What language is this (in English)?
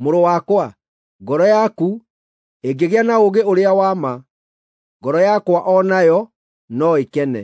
Kikuyu